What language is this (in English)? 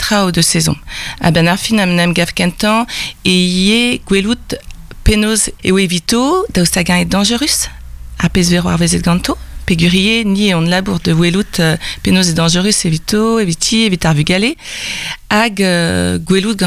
Breton